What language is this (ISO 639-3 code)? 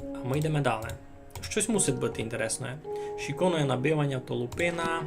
rue